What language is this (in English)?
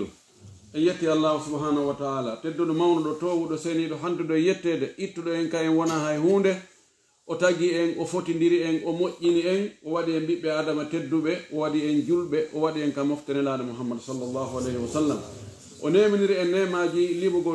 Pular